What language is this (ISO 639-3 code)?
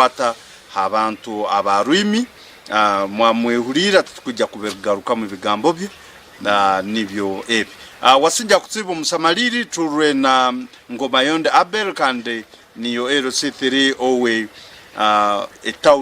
nyn